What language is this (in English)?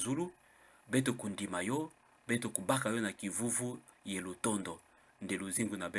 Kituba (Democratic Republic of Congo)